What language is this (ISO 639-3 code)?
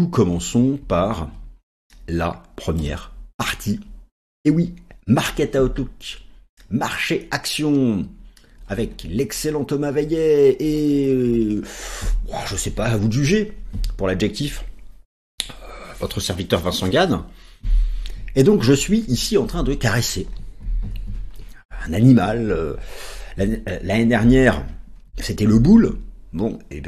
fra